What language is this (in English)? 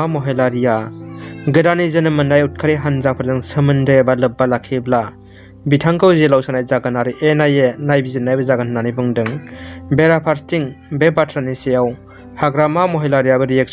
Bodo